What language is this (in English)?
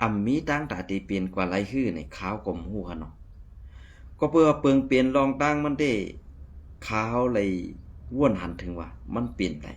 Shan